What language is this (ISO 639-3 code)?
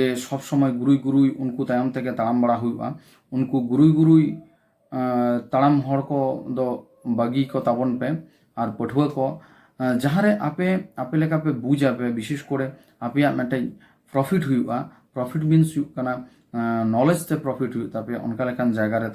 sat